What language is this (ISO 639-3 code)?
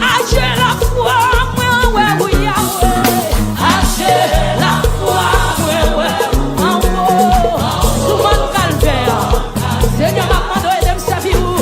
hat